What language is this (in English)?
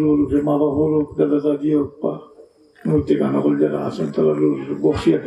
Sylheti